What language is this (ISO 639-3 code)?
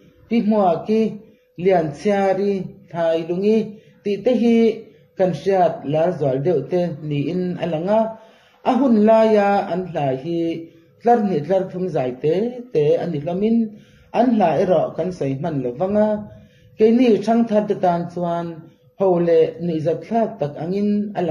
lus